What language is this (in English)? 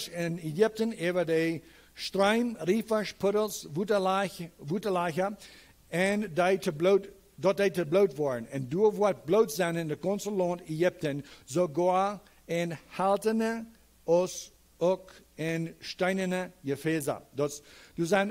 Plautdietsch